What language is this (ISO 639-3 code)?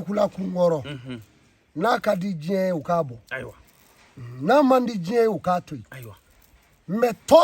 bam